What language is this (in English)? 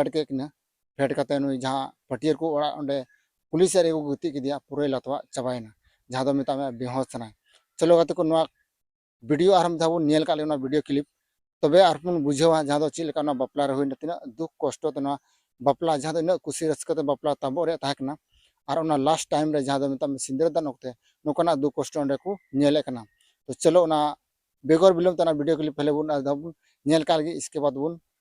Santali